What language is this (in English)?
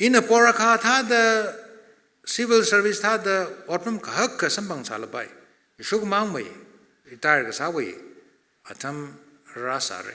Tangkhul Naga (India)